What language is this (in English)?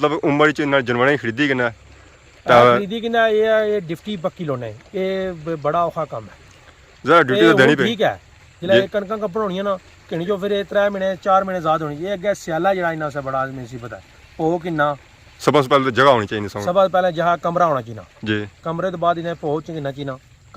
Pahari-Potwari